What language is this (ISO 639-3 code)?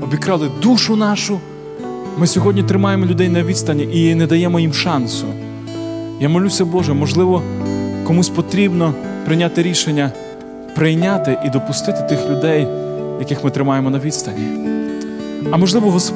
ukr